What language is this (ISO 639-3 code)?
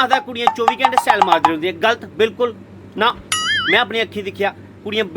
doi